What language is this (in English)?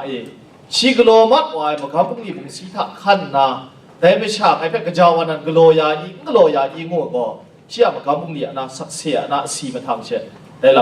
Kachin